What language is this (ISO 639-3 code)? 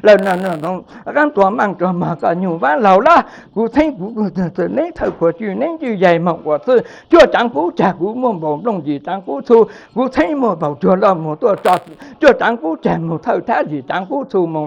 hmn